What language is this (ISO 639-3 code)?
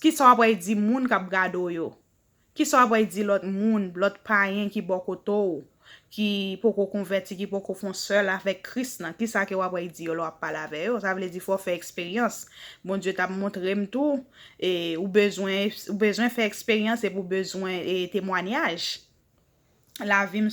hat